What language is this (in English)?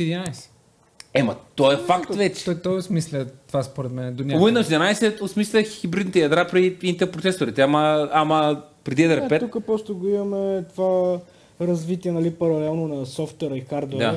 Bulgarian